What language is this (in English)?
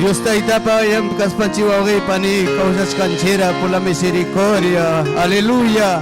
Ayacucho Quechua